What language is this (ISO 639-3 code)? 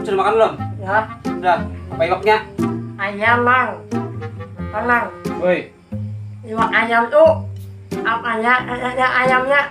bjn